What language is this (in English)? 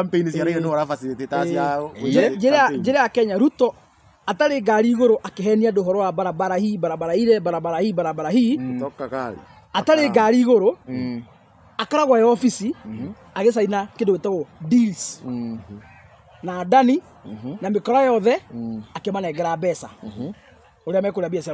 Kikuyu